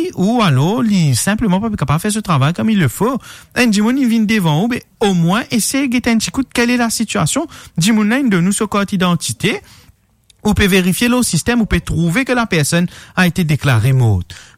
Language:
Morisyen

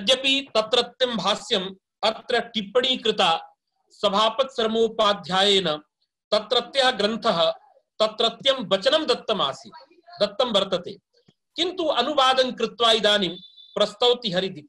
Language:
Sanskrit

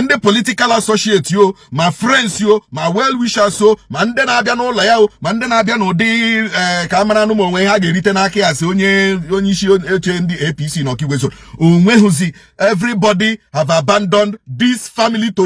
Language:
Igbo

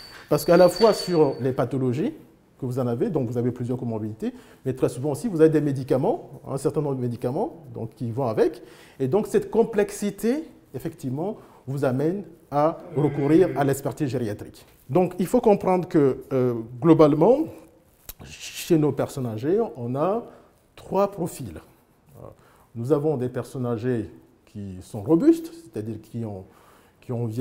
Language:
French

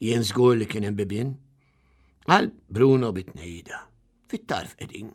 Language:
Maltese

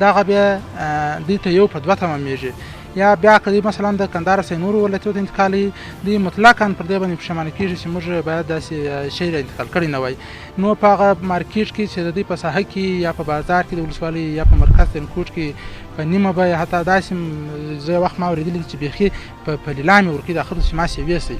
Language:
Pashto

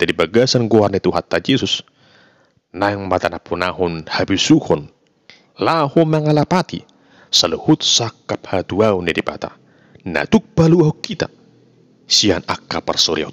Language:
Batak Toba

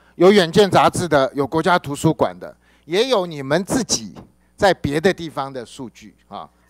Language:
Chinese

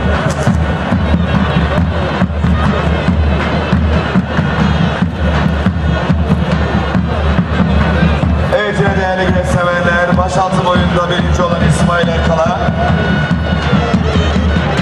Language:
Turkish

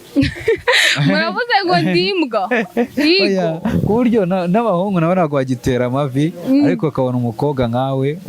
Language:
Kinyarwanda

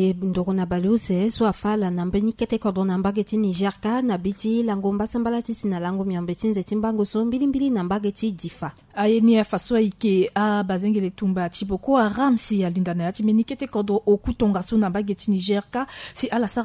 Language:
Sango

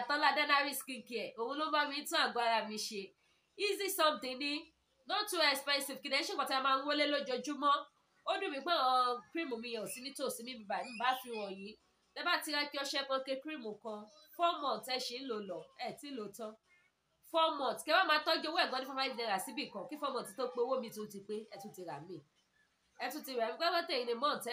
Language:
Yoruba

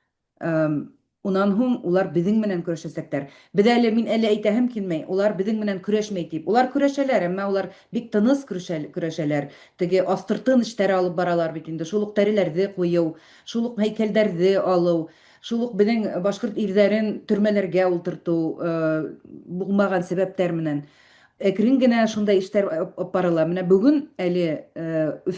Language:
Bashkir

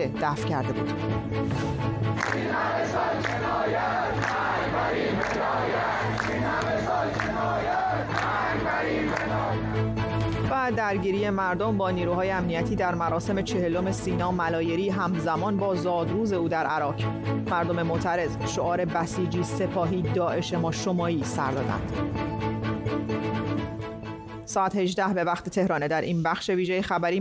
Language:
Persian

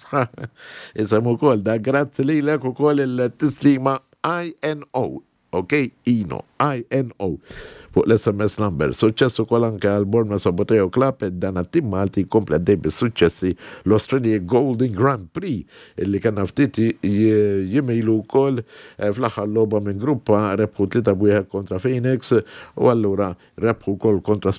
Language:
Maltese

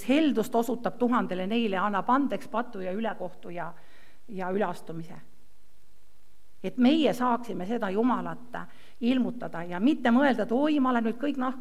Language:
Estonian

